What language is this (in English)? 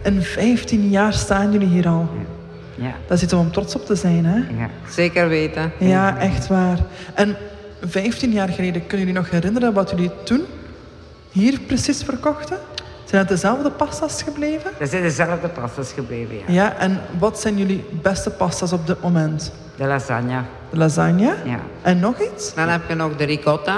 Dutch